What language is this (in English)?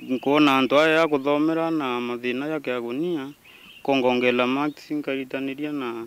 Meru